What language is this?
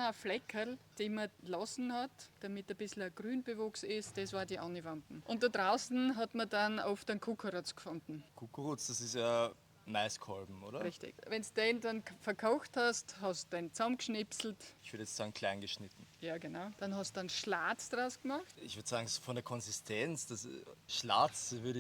Bavarian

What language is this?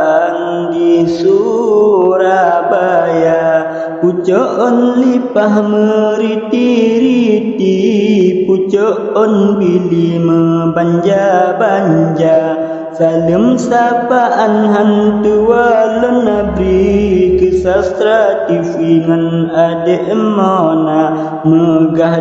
Achinese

